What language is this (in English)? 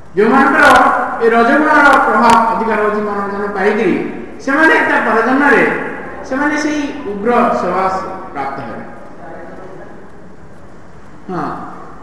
Odia